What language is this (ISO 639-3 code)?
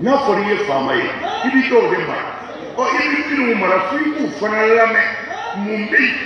bam